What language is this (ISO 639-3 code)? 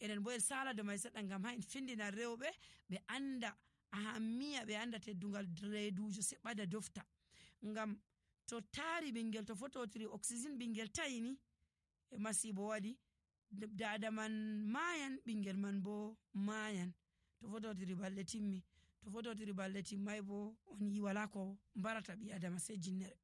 fuv